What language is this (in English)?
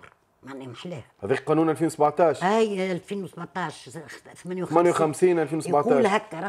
Tunisian Arabic